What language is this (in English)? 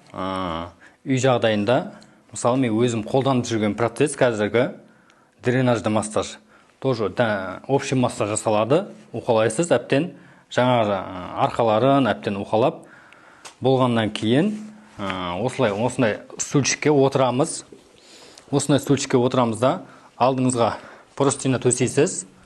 Kazakh